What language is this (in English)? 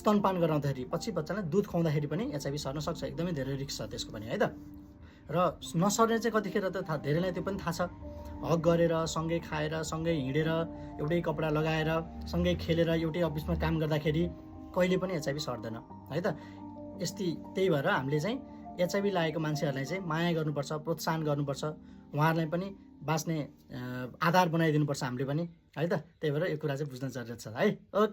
Nepali